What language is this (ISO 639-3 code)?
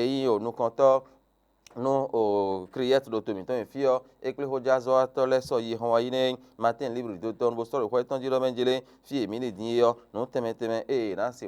fon